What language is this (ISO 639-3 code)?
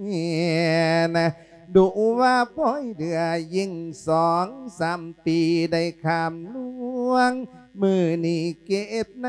lao